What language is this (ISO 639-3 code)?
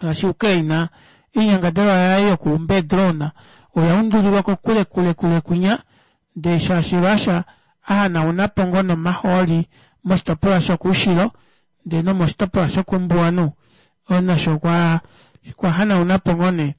kua